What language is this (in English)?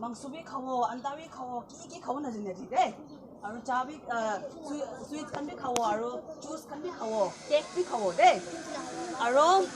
Naga Pidgin